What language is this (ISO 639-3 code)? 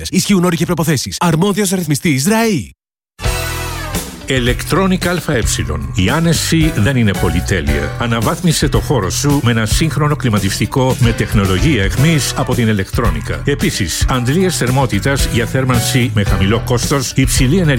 ell